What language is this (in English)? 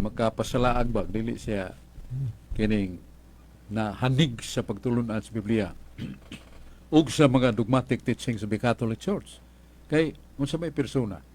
Cebuano